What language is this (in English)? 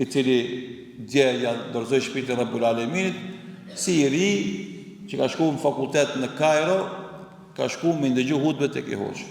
Albanian